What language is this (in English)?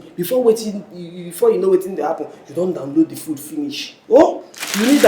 Nigerian Pidgin